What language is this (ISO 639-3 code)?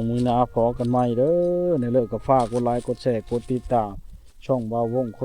lao